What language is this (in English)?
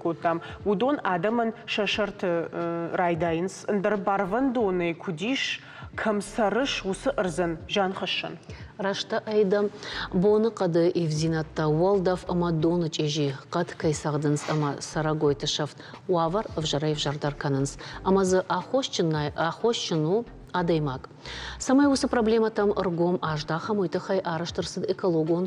Ossetic